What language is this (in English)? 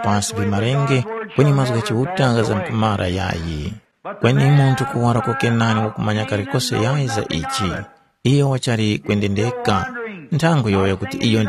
Tumbuka